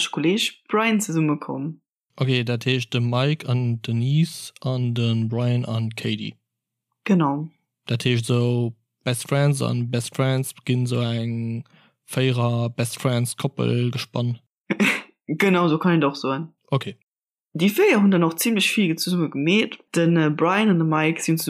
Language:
Luxembourgish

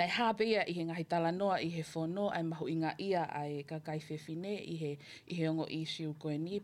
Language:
Tongan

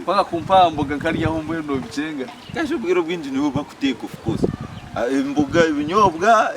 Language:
Nyankole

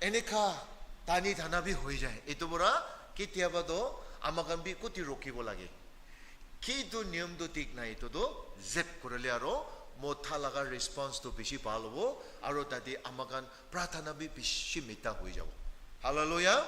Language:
Naga Pidgin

